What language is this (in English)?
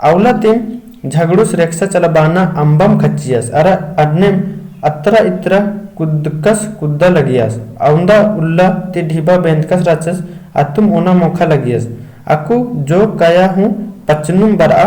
Kurukh